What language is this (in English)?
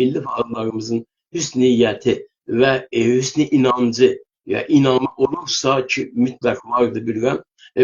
South Azerbaijani